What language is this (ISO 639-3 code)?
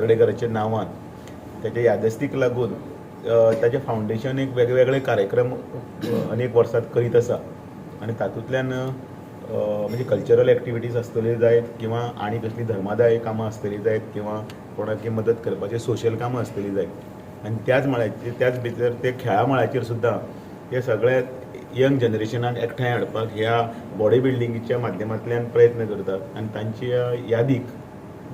kok